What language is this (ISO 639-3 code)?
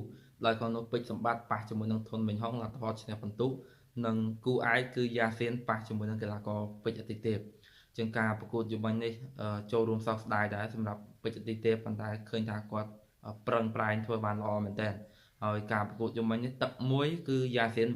khm